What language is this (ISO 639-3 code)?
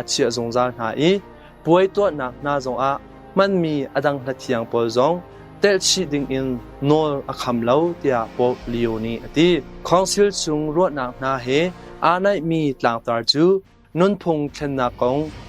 cnh